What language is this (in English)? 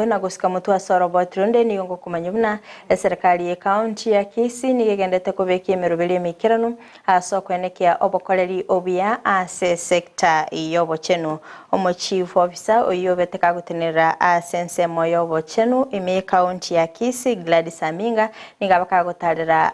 Gusii